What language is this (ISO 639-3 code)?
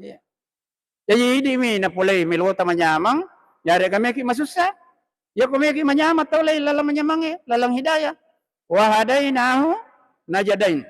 bug